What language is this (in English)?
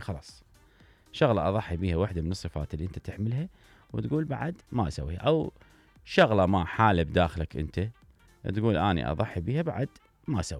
Mesopotamian Arabic